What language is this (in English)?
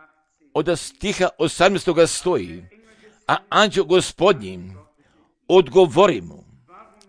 Croatian